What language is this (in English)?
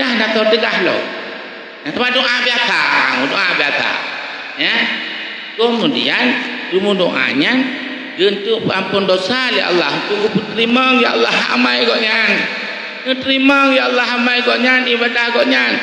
Achinese